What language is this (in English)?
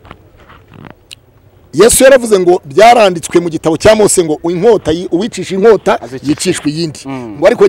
Kinyarwanda